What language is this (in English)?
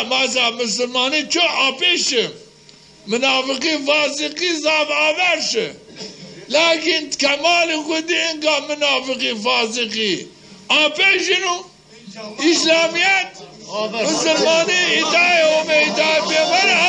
Zaza